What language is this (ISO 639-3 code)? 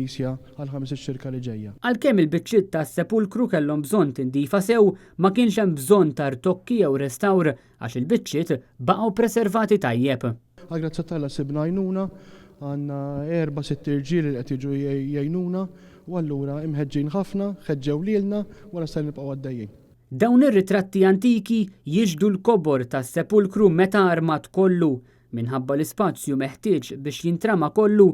mlt